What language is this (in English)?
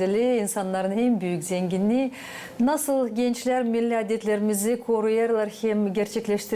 Gagauz